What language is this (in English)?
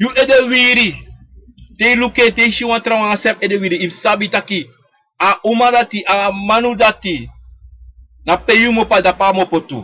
Sranan Tongo